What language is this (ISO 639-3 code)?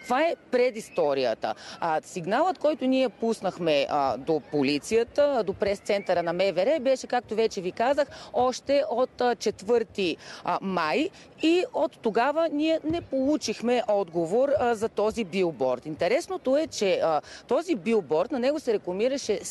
bul